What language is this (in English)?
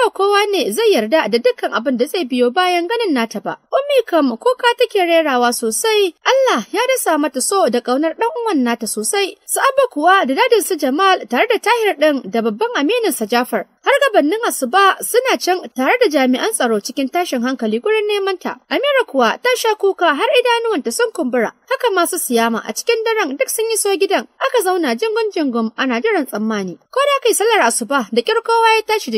Hausa